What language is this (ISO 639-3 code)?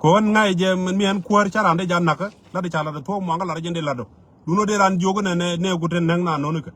nus